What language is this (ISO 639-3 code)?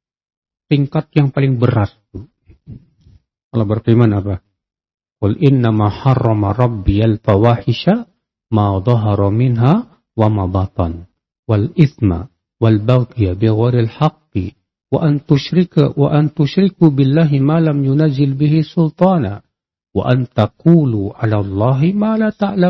ind